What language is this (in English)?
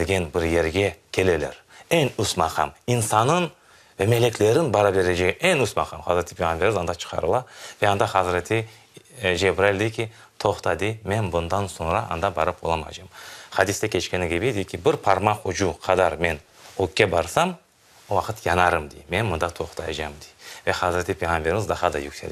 Crimean Tatar